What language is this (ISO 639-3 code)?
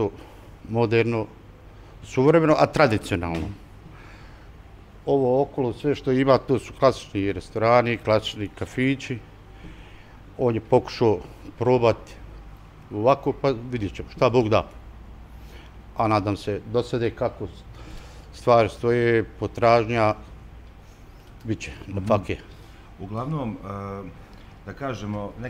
bos